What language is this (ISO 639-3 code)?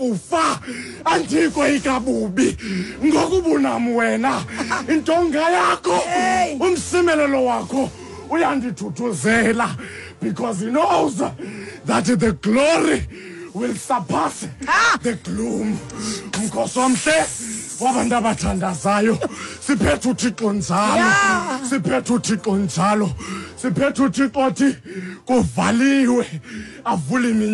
xho